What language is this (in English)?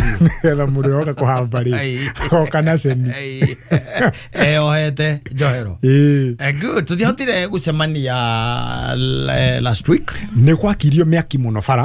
Kikuyu